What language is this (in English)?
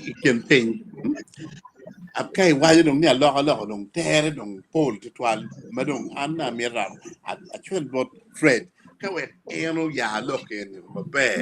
Acoli